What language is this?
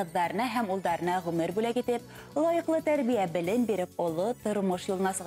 Bashkir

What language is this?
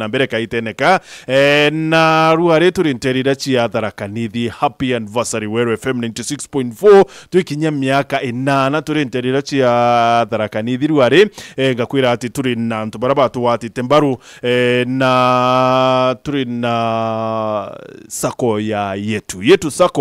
Meru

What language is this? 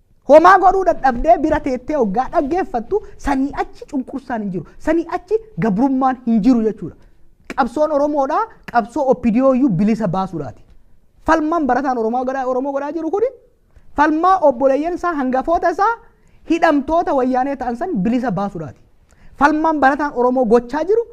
Oromo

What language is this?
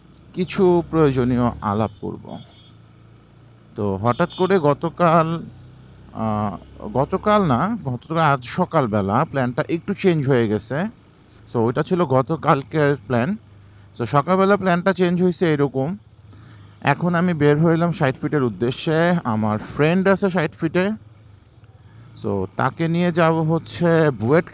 Bangla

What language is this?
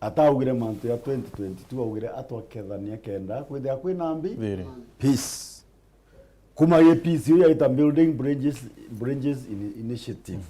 Meru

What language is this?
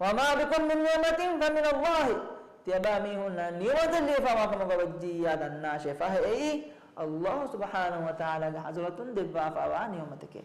Divehi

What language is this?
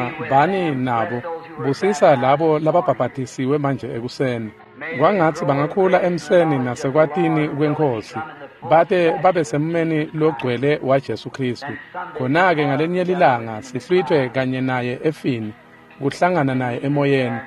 Swati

